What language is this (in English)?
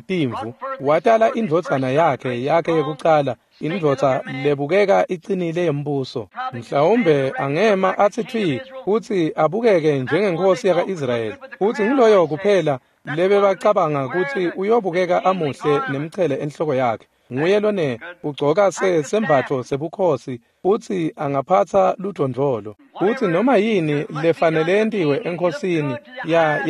Swati